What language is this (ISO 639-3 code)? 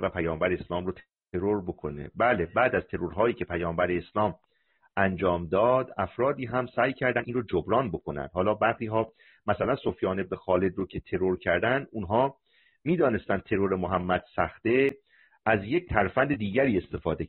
fas